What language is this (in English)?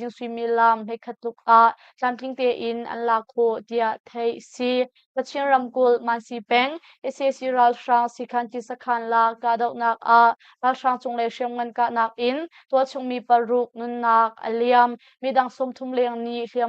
Hakha Chin